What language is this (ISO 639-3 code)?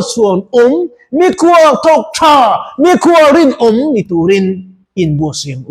lus